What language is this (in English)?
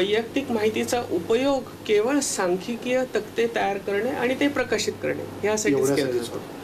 Marathi